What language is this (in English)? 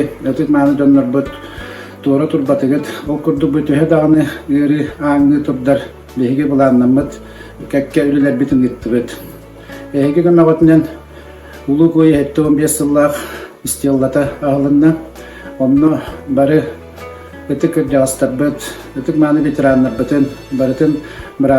Yakut